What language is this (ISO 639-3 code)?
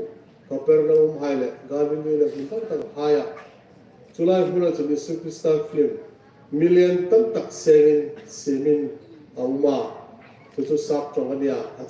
hmr